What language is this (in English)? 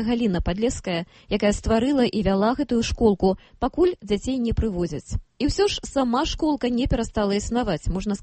Belarusian